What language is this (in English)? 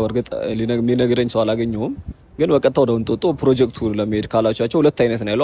Amharic